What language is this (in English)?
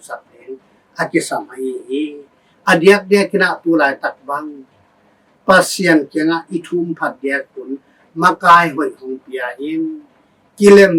Tedim Chin